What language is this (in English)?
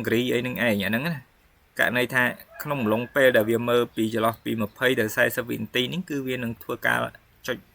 Khmer